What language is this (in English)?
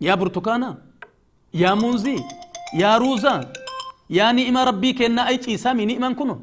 Oromo